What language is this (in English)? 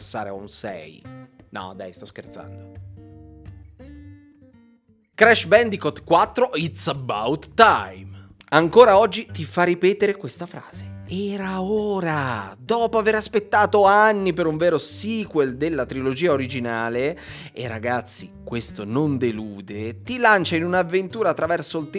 Italian